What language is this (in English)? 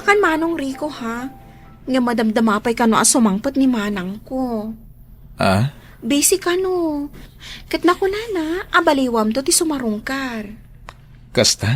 Iloko